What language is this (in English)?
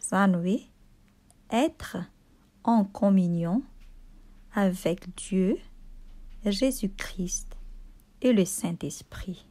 Malagasy